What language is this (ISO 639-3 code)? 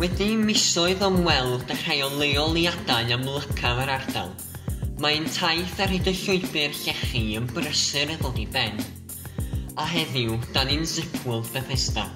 cym